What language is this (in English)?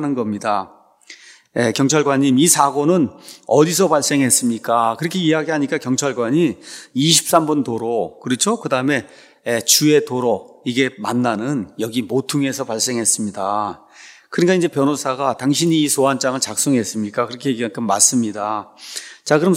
Korean